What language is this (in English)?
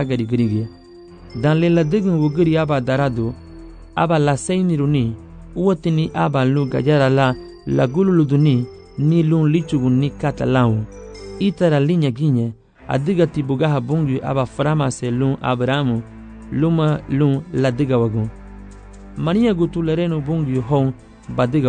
Garifuna